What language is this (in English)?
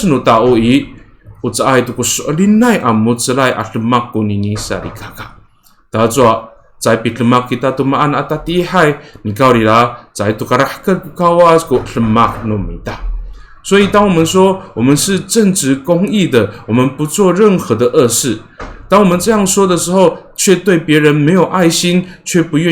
Amis